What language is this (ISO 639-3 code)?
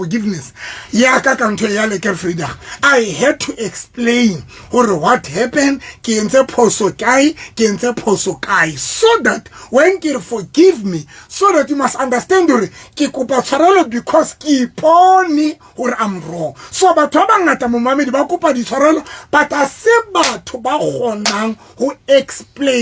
sot